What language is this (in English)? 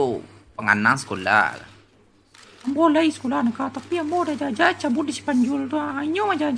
Minangkabau